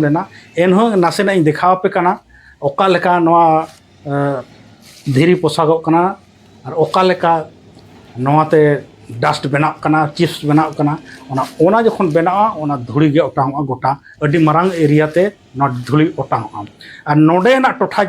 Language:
Santali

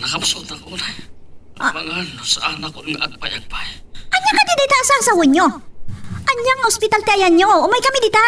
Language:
Iloko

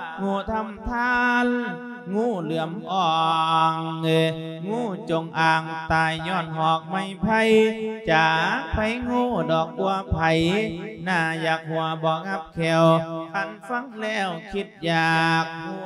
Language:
Lao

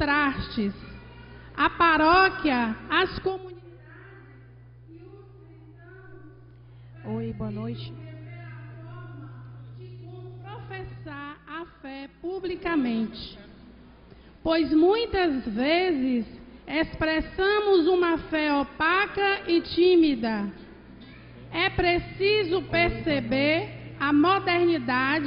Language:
Portuguese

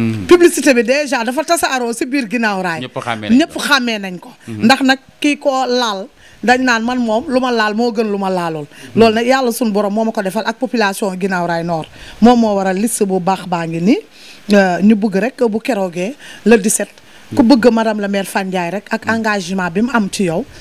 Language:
Wolof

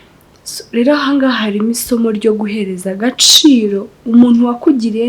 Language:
Kinyarwanda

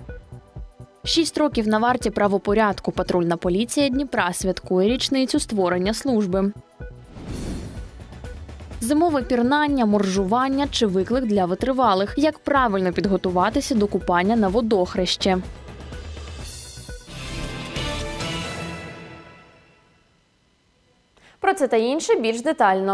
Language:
Ukrainian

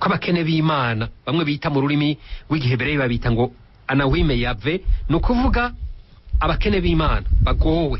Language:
Rundi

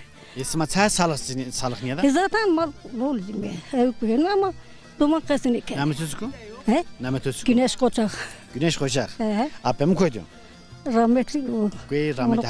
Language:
Zaza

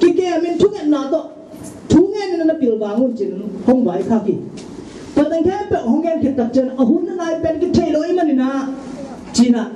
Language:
Tedim Chin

